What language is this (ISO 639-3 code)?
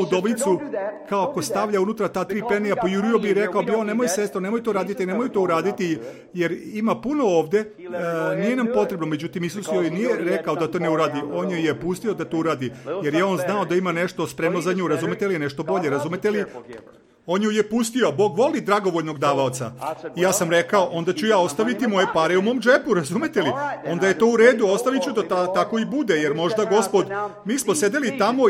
srp